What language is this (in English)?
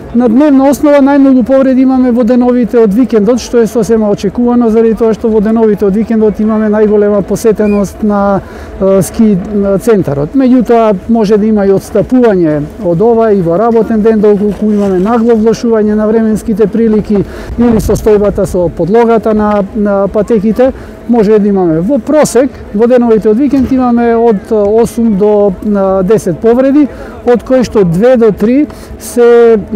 Macedonian